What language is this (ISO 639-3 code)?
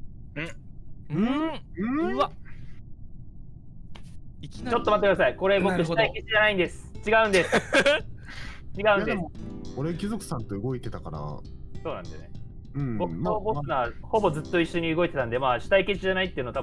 jpn